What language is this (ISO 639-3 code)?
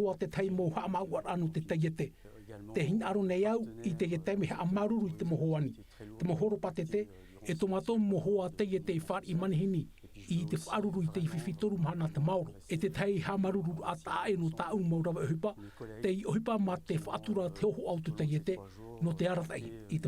tah